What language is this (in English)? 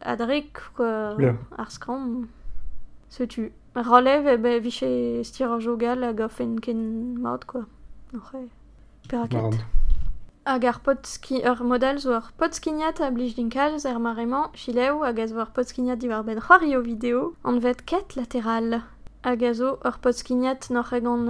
Breton